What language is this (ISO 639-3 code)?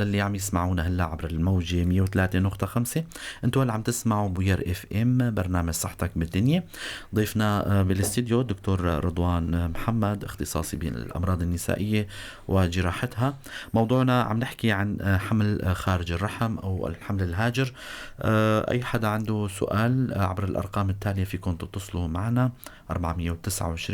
apc